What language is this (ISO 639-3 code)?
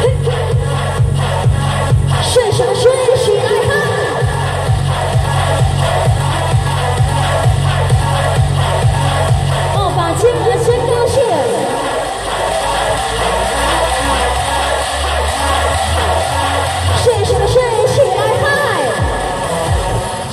zho